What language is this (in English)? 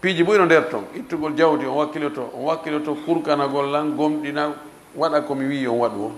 Fula